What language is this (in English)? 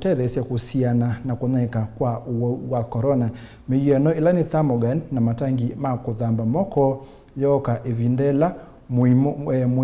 Kamba